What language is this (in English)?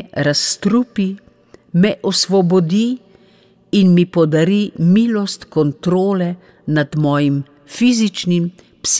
Slovenian